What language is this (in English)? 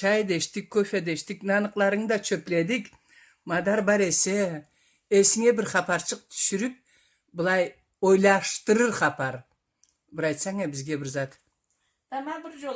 Karachay-Balkar